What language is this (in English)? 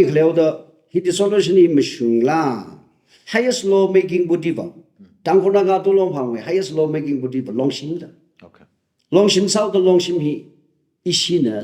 Tangkhul Naga (India)